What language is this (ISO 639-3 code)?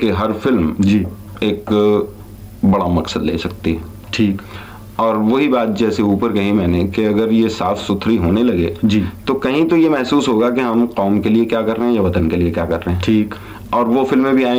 hin